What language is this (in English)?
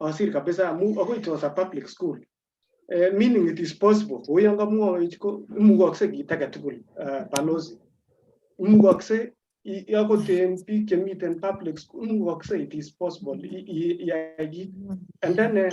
Kalenjin